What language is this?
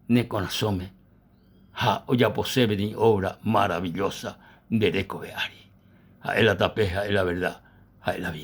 Guarani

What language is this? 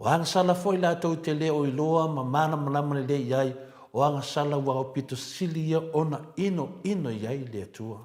Samoan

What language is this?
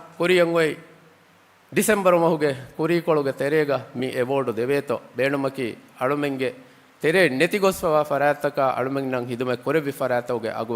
Divehi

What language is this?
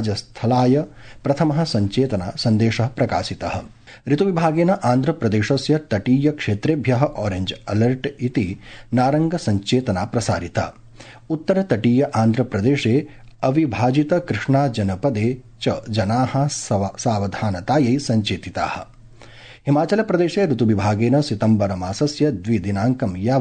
Sanskrit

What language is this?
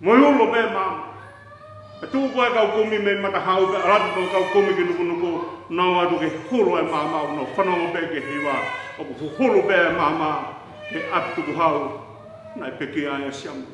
Tongan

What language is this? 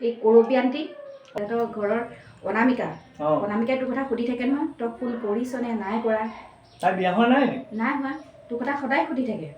Assamese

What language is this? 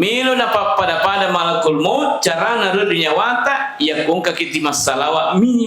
Buginese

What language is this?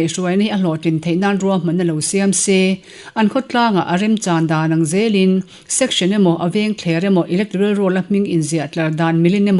Mizo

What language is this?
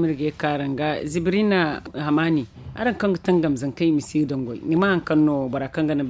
Zarma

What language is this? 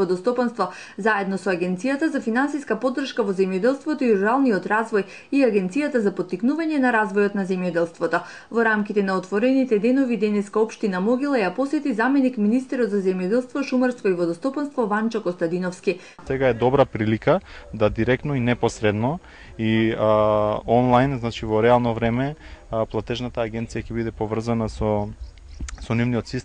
Macedonian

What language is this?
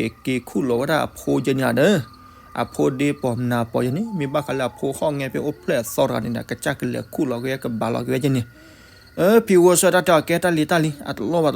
S'gaw Karen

